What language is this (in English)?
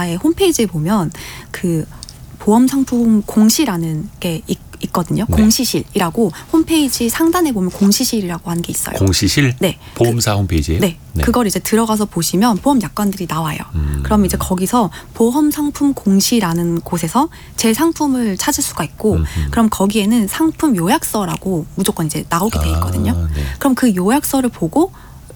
Korean